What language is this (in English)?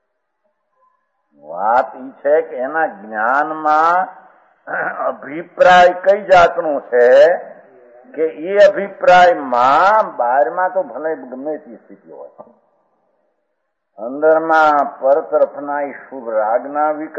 Gujarati